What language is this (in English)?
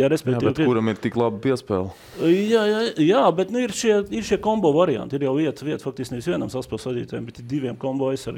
Latvian